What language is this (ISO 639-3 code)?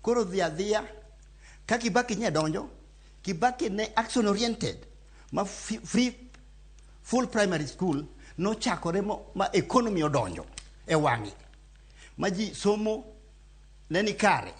luo